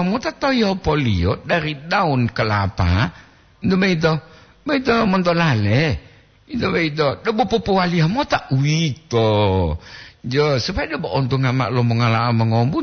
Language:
Gorontalo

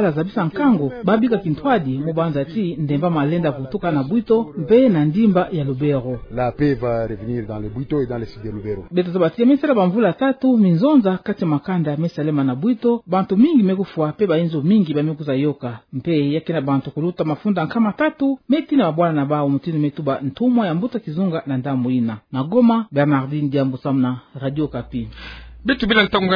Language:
Kituba (Democratic Republic of Congo)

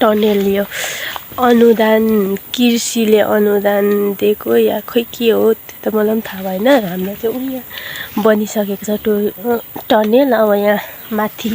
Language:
Nepali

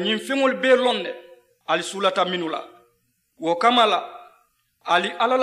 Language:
Mandingo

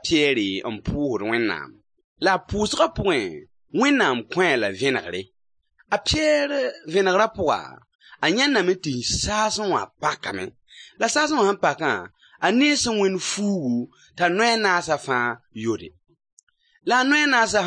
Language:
Mossi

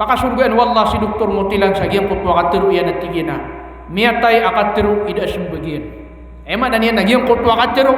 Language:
Maranao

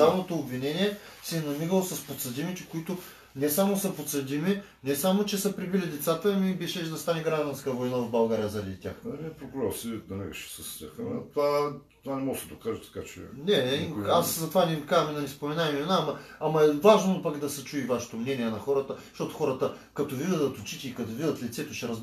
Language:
Bulgarian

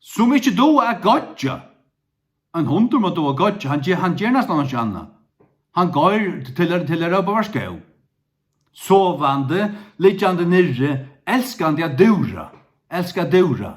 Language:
Faroese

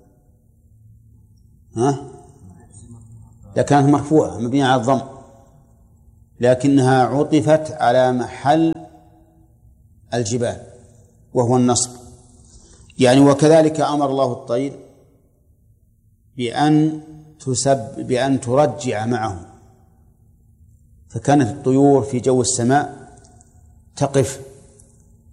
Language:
Arabic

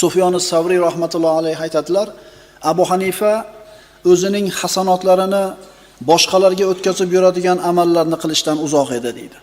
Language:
Uzbek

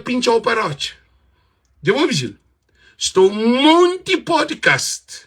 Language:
Kabuverdianu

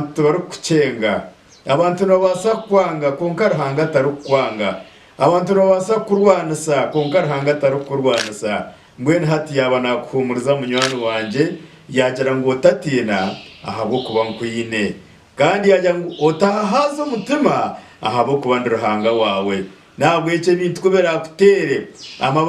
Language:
Nyankole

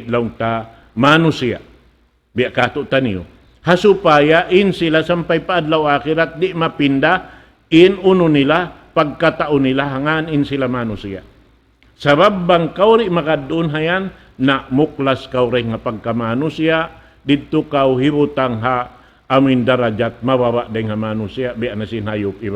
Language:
Tausug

